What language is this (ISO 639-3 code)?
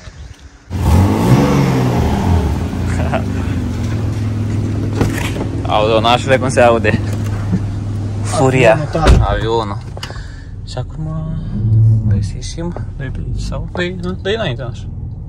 ron